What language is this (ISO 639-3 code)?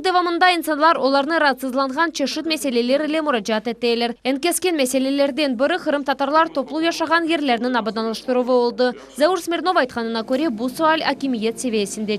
crh